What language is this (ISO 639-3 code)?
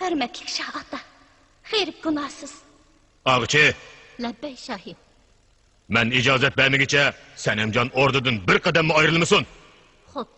uig